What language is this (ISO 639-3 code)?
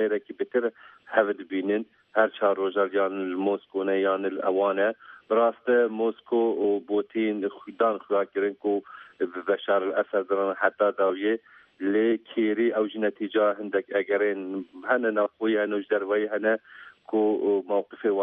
kur